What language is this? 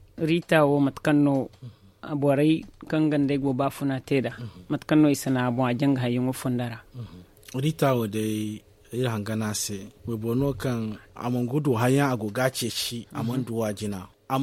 Zarma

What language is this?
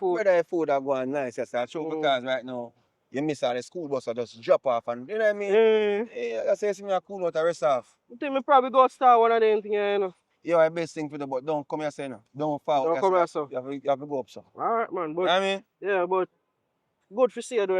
Jamaican Creole English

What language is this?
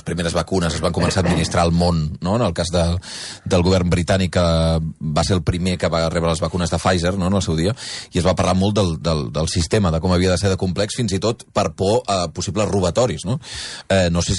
Catalan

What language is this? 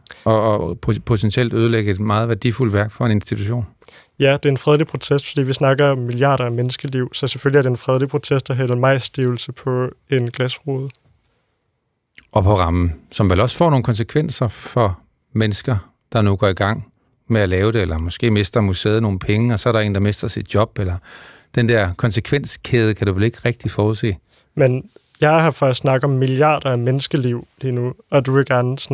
Danish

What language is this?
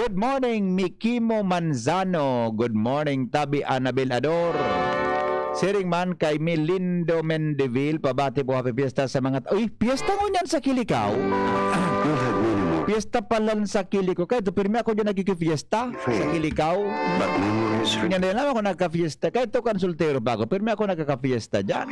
Bikol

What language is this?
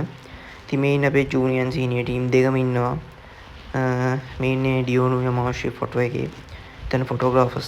Sinhala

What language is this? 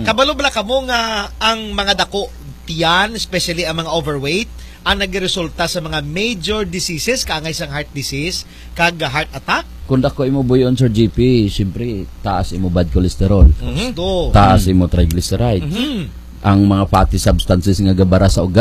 Hiligaynon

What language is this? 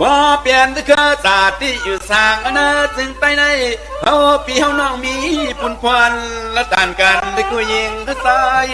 Shan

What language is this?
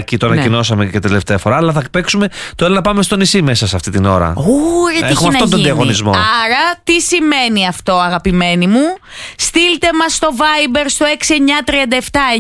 Greek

